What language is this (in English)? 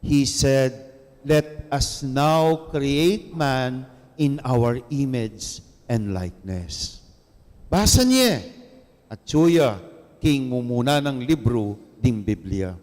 Pampanga